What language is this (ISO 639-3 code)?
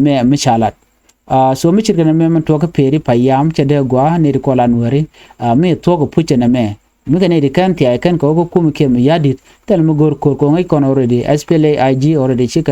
nus